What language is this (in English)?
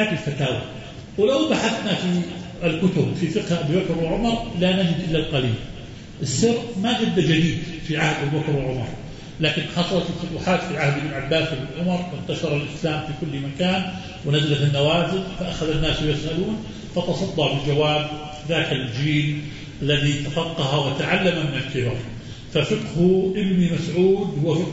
Arabic